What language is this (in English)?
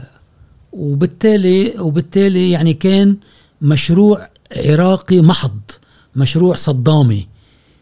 Gulf Arabic